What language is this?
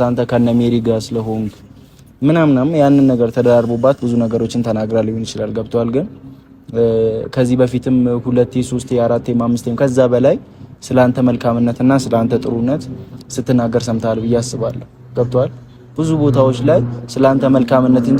Amharic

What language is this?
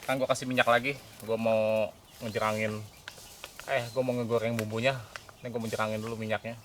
Betawi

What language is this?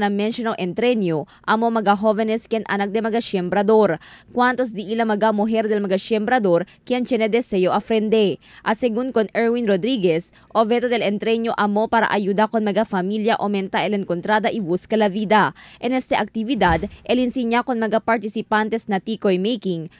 Chavacano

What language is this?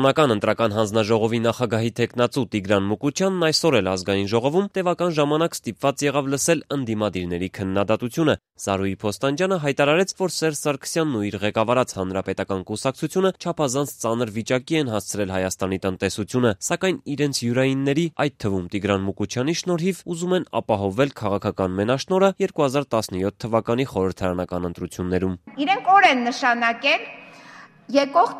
Armenian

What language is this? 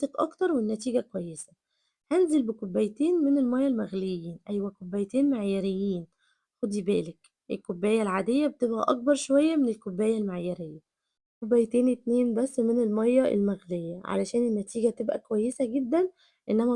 Egyptian Arabic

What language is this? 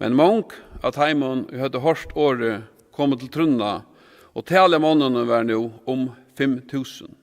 Faroese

